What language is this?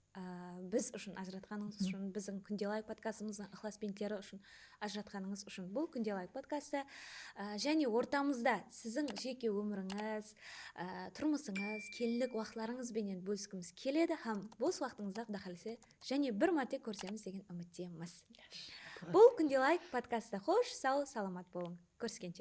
Kara-Kalpak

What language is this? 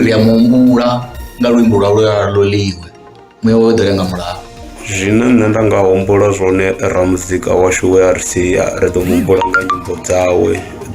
Venda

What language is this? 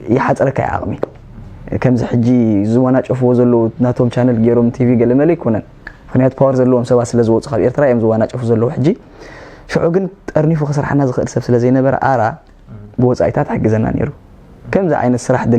Tigrinya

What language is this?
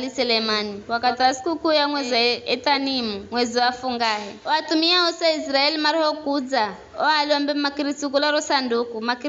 Giryama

